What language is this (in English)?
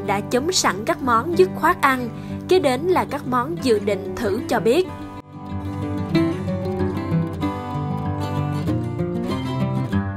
Vietnamese